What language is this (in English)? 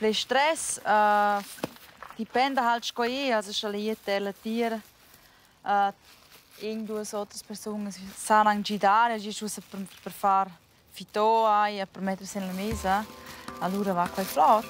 Romansh